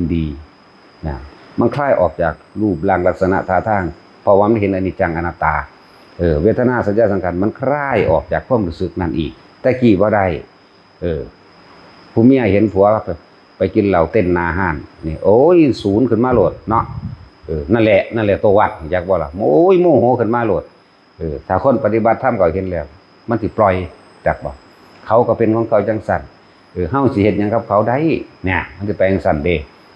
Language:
Northeastern Thai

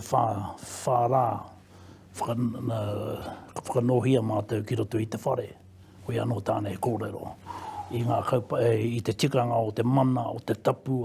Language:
Māori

